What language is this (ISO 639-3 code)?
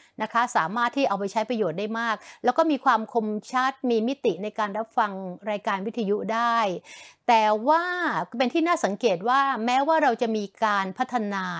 tha